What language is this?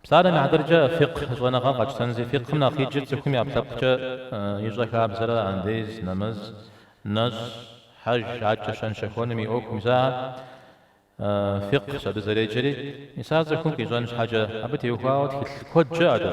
Kabardian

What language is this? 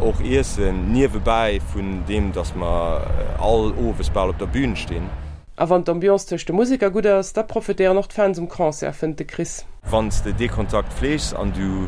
Luxembourgish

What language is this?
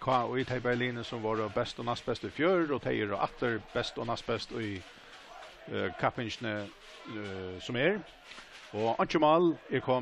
Faroese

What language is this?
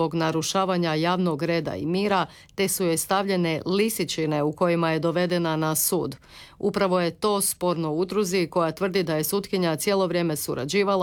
Croatian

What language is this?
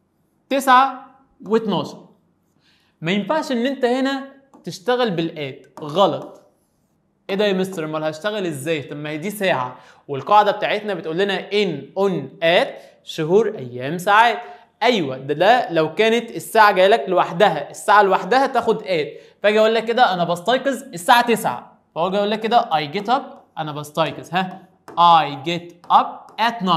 Egyptian Arabic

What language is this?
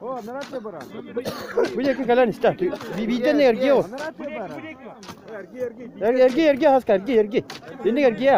Yakut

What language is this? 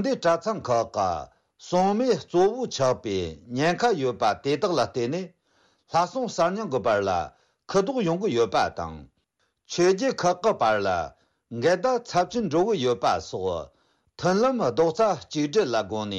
Tibetan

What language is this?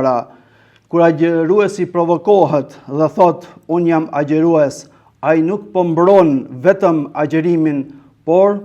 Albanian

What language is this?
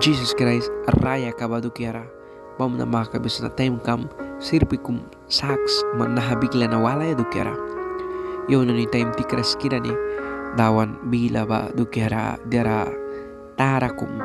Mískito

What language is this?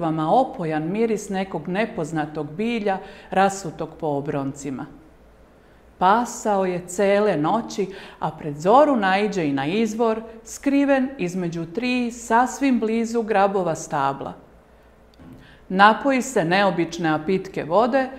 Serbian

